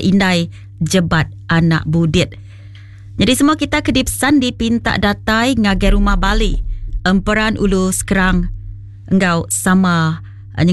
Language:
Iban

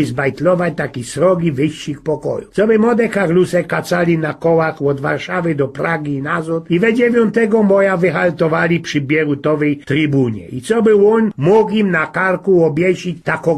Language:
Silesian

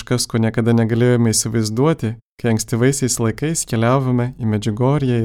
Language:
Lithuanian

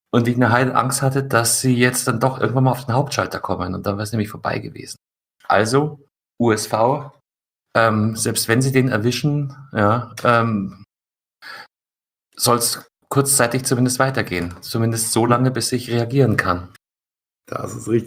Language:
German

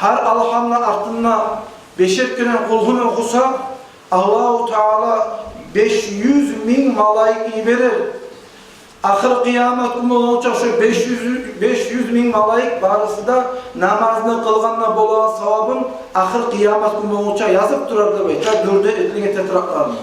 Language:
Kumyk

